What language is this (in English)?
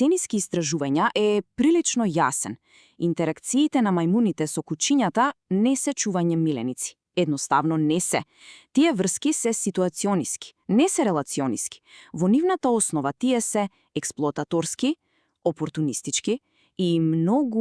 Macedonian